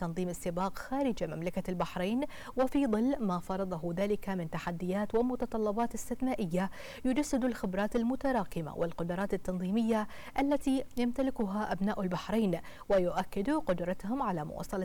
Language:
Arabic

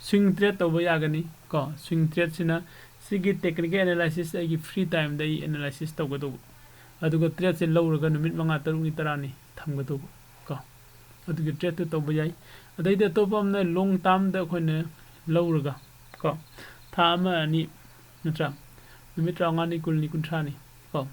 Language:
Manipuri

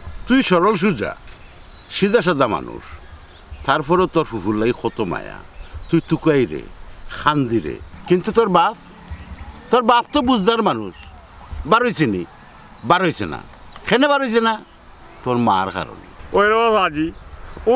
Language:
Sylheti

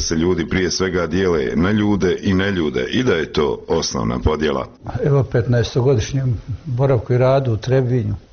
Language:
Serbian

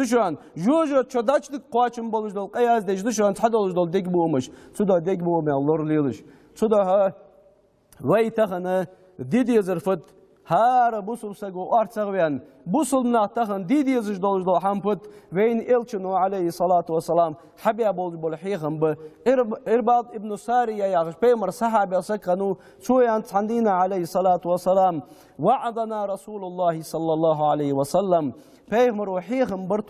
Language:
Ingush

